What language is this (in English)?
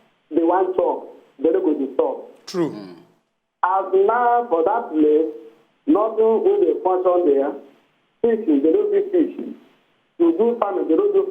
Nigerian Pidgin